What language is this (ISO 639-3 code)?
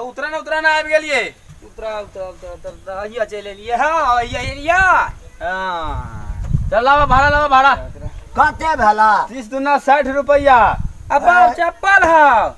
mai